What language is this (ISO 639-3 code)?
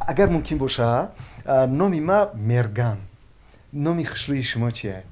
tgk